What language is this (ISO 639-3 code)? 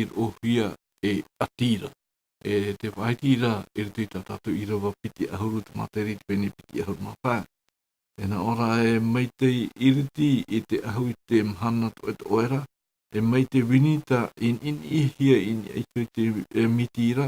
tah